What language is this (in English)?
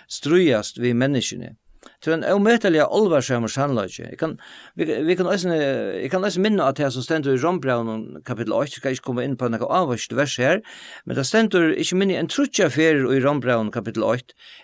Faroese